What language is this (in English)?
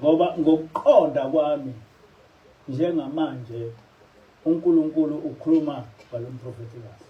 Zulu